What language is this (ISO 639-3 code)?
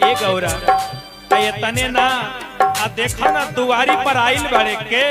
mag